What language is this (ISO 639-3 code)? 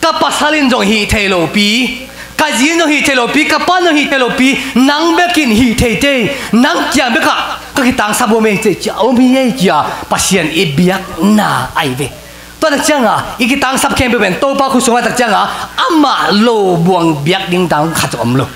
ctd